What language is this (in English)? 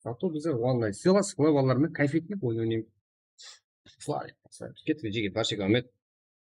Kara-Kalpak